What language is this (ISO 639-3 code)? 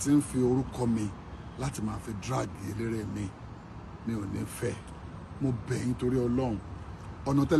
yor